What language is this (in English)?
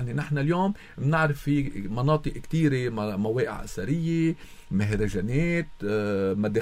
North Levantine Arabic